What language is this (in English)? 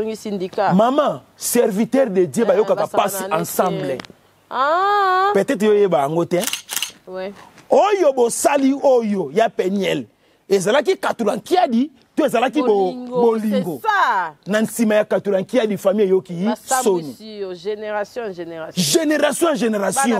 Lingala